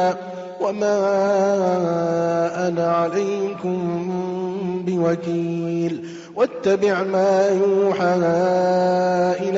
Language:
Arabic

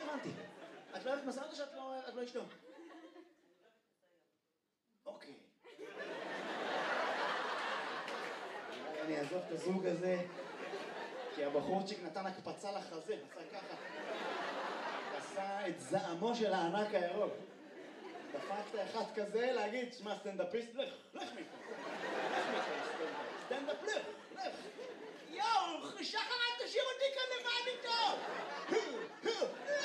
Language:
Hebrew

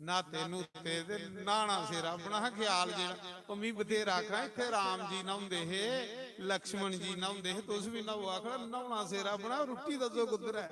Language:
Dogri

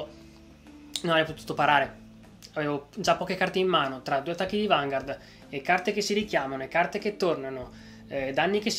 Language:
Italian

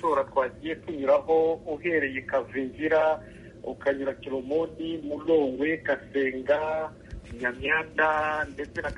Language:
Kinyarwanda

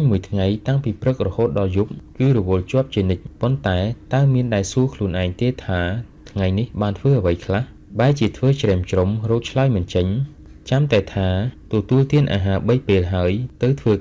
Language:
Khmer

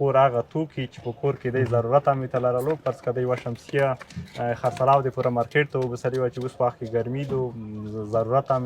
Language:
Pashto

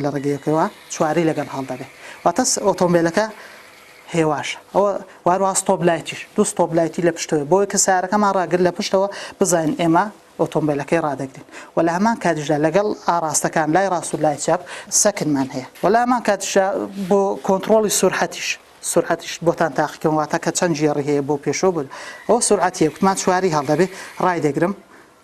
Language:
Central Kurdish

